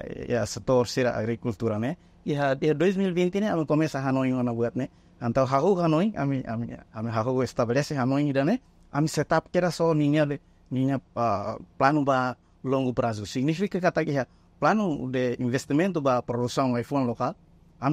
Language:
Tetum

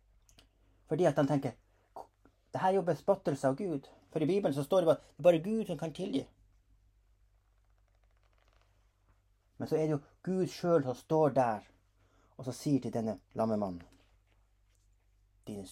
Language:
Norwegian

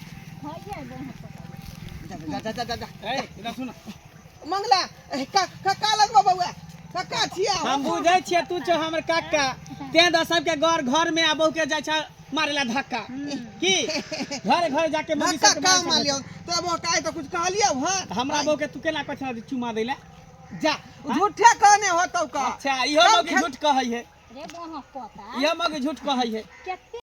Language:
Maithili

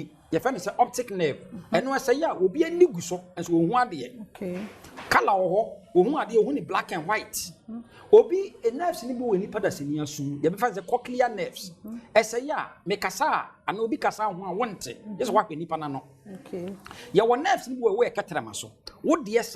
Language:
Akan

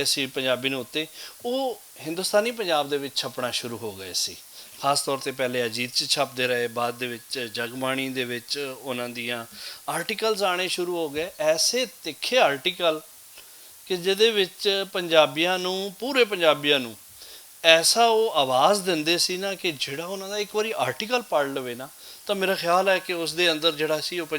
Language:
Western Panjabi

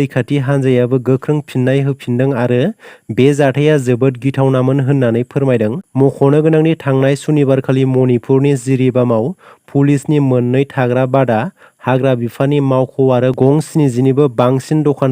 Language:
Bodo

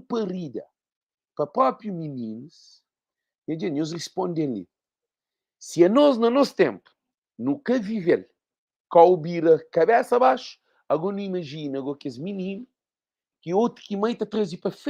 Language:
Kabuverdianu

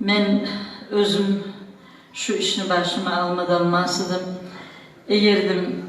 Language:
Kumyk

